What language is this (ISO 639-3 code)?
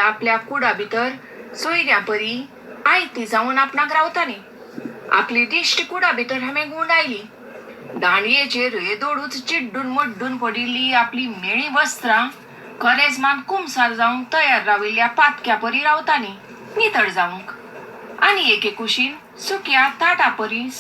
kok